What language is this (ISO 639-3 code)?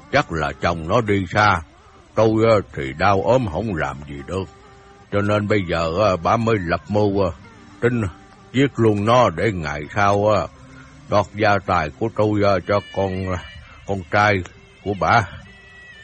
vie